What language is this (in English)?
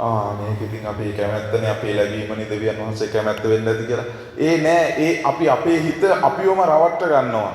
Sinhala